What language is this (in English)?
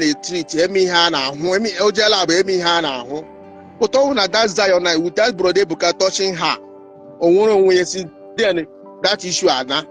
Igbo